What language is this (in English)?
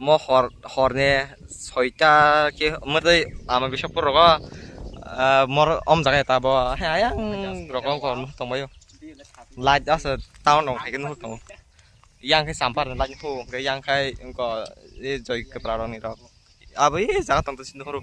Kok Borok